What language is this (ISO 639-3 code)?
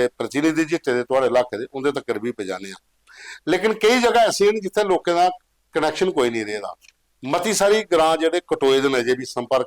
doi